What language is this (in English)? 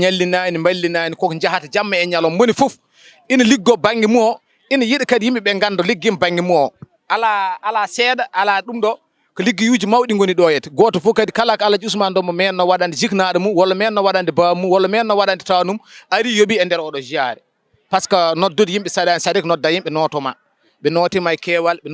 Fula